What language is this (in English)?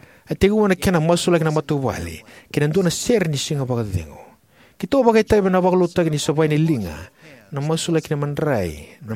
Fijian